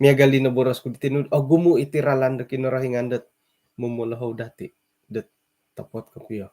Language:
Central Dusun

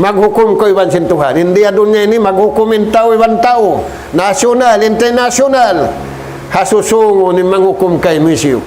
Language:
Tausug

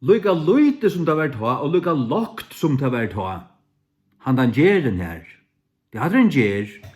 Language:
Faroese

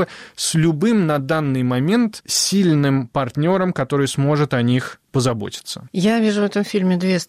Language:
Russian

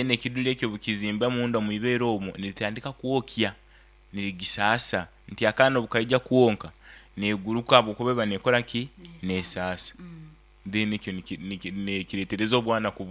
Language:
Nyankole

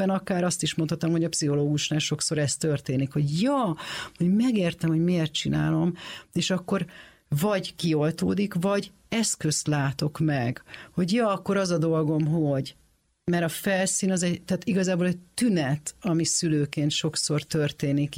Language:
Hungarian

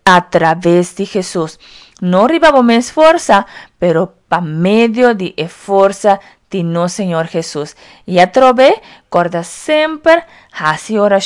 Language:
Papiamento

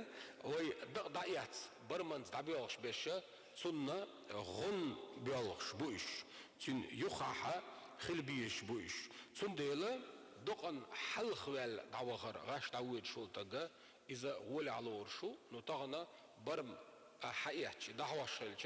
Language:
Chechen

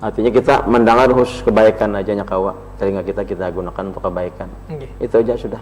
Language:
Banjar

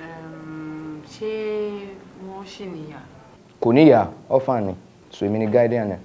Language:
Yoruba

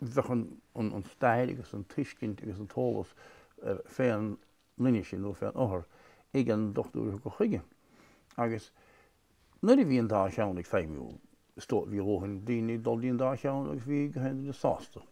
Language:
Irish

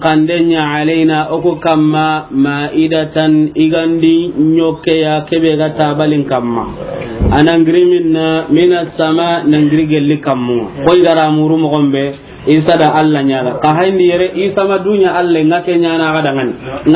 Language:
Soninke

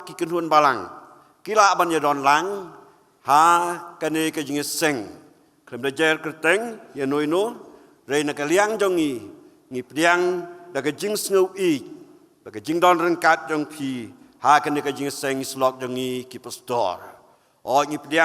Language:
Khasi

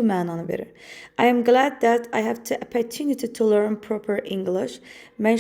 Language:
Azerbaijani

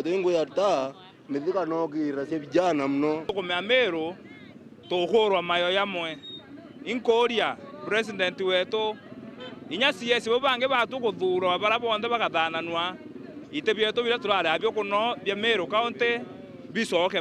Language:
Meru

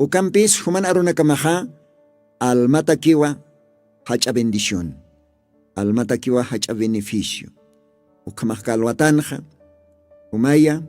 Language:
Aymara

